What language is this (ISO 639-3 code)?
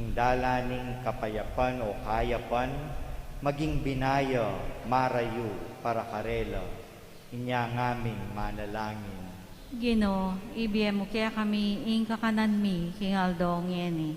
pam